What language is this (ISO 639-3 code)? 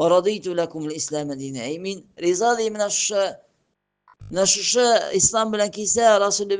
tat